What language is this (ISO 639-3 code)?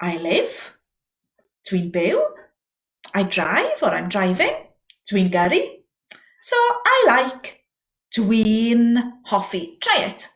cym